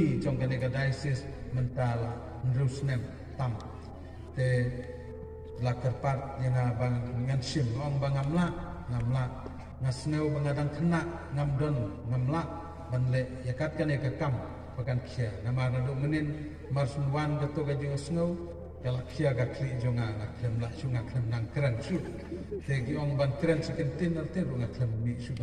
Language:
Khasi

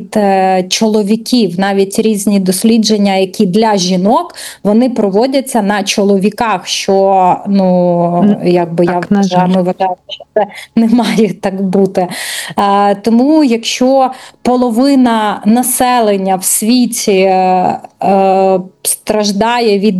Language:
Ukrainian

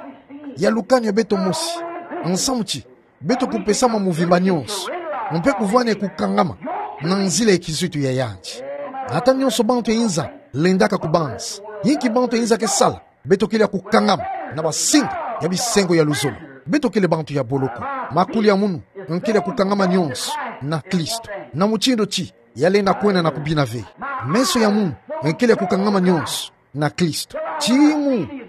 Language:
Kituba (Democratic Republic of Congo)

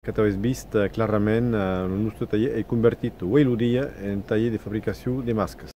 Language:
Occitan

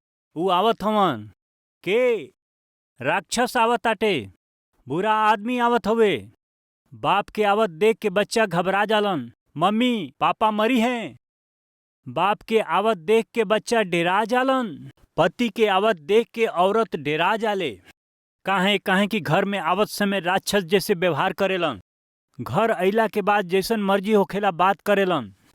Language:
Bhojpuri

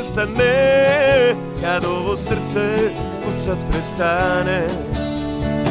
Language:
Croatian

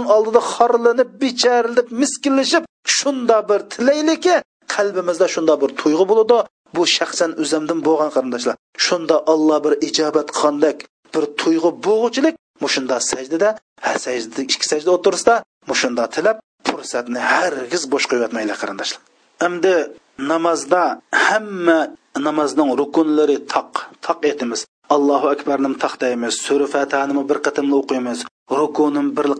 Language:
Uyghur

